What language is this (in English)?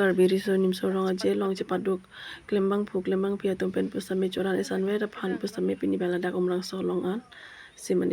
Karbi